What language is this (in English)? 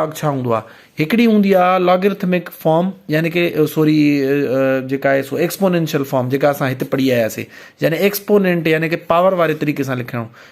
Sindhi